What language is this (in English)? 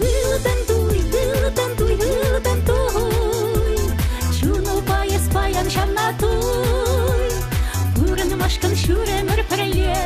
Chuvash